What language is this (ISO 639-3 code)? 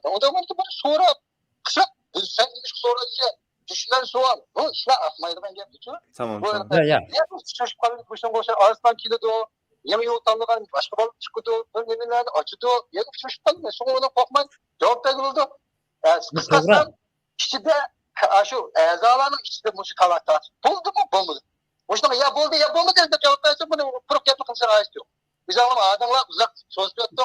uig